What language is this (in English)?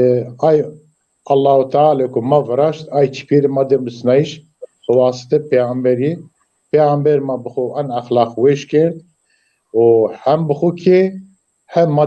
Zaza